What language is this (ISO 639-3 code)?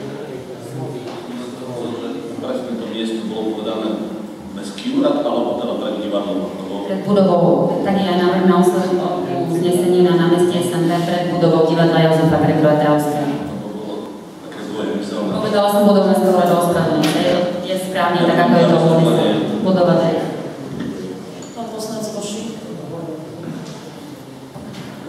slk